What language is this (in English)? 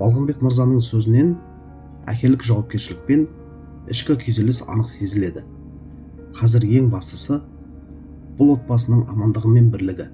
Kazakh